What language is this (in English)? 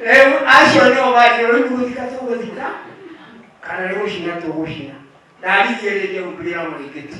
Kikuyu